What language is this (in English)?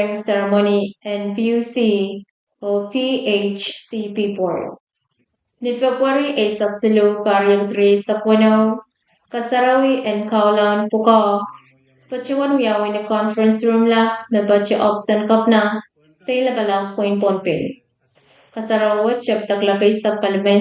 Pohnpeian